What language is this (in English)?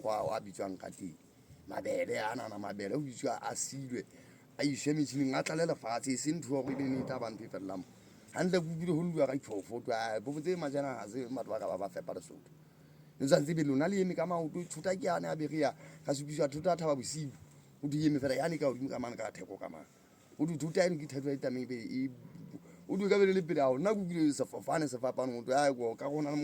Southern Sotho